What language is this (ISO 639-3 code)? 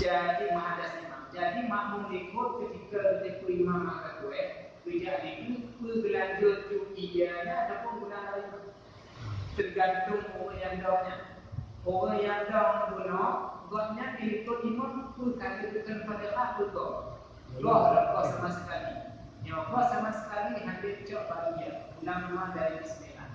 ace